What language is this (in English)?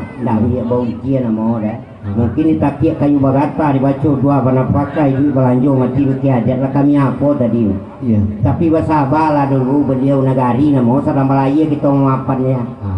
Minangkabau